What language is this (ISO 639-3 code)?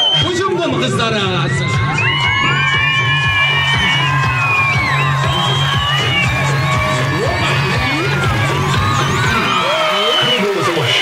kir